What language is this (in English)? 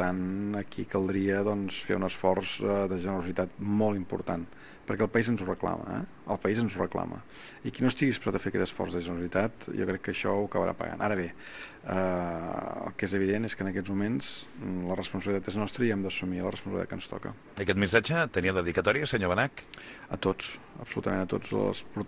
Catalan